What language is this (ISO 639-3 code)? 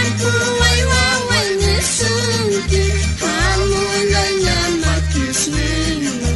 quh